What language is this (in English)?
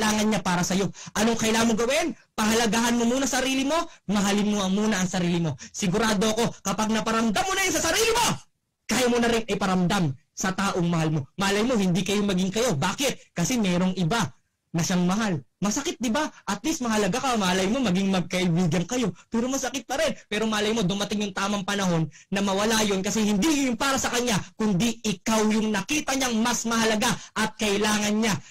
Filipino